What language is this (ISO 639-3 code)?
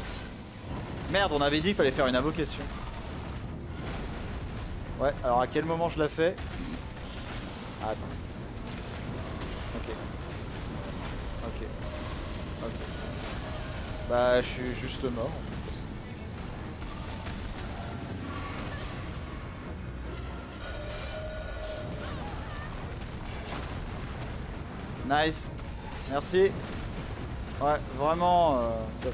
fra